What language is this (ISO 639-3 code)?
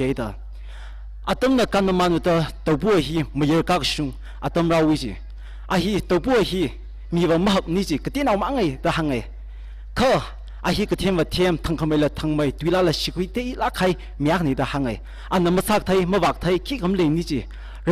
nmf